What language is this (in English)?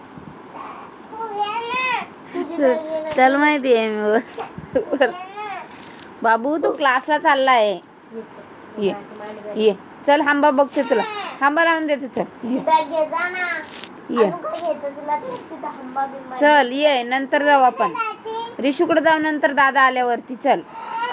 Marathi